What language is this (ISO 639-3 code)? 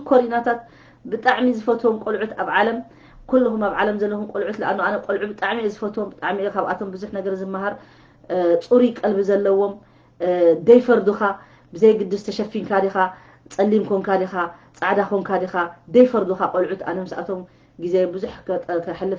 tir